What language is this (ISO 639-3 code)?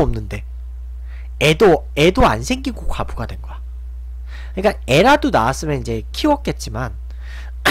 kor